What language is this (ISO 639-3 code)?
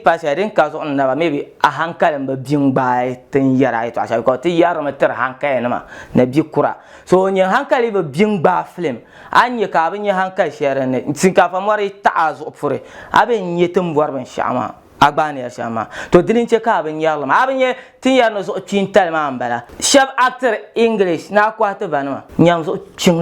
dag